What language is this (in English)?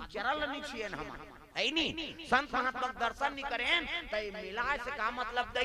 Chhattisgarhi